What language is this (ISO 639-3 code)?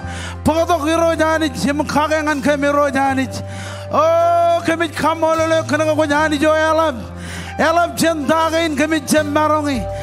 mah